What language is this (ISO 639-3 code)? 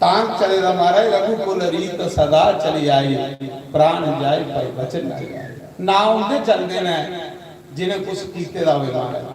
doi